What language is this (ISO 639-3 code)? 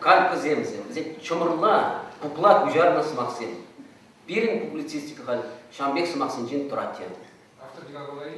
chv